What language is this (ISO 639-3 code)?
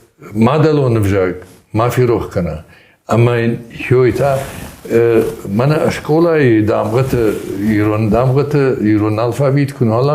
oss